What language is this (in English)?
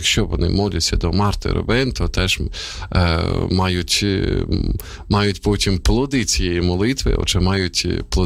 Ukrainian